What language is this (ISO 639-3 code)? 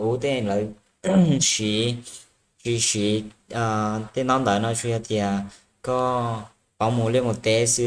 hmn